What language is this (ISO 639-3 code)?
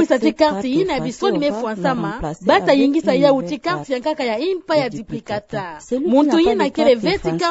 ktu